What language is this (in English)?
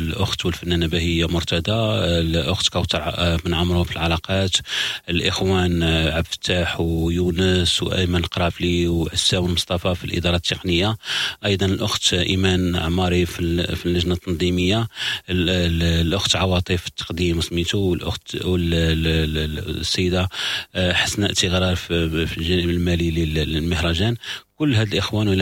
Moroccan Arabic